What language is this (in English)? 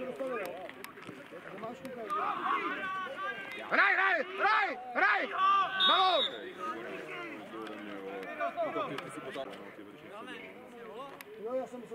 Czech